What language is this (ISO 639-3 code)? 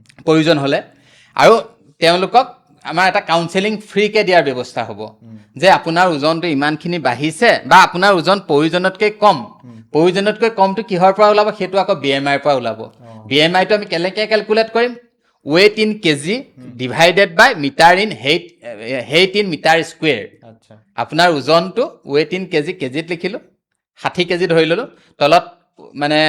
asm